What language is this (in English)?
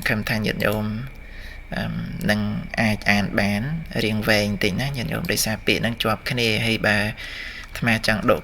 Khmer